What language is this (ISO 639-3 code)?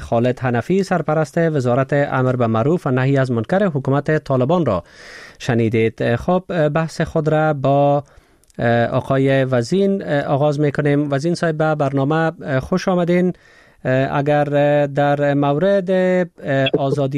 fas